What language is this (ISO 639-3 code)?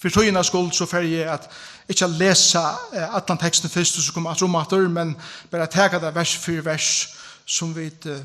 fao